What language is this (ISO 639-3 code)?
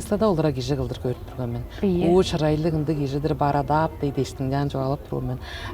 tyv